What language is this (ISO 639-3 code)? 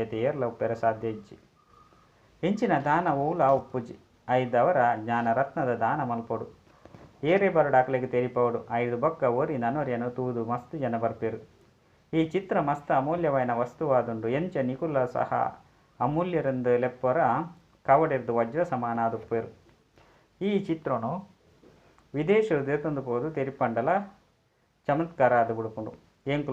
tcy